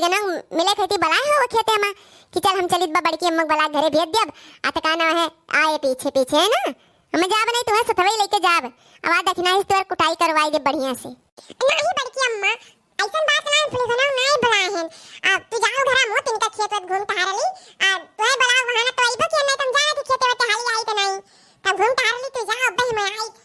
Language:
Awadhi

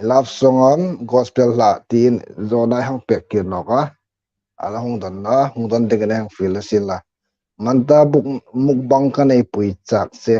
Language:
Hmar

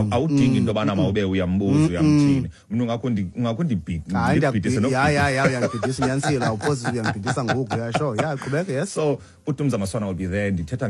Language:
Xhosa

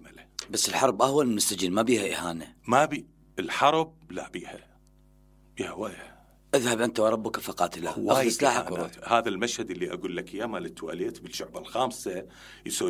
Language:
Mesopotamian Arabic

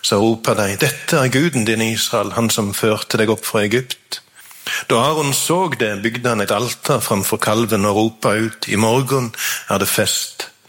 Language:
Norwegian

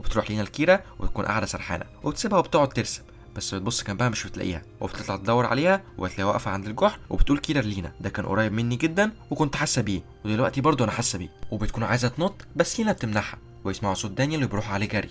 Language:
Egyptian Arabic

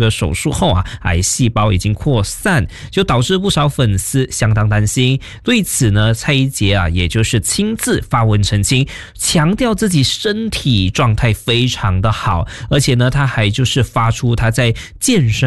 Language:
Chinese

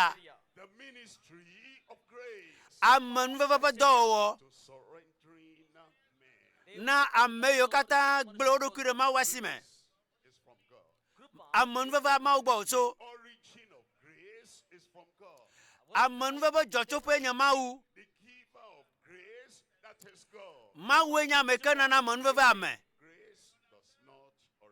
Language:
Ewe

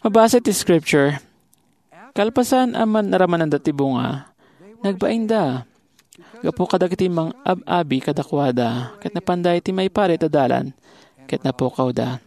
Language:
Iloko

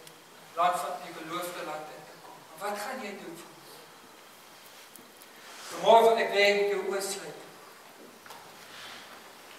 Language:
Afrikaans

